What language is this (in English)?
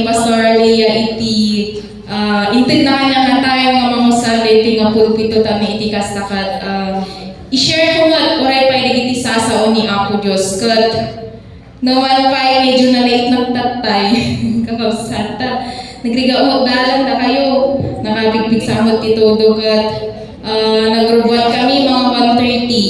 Iloko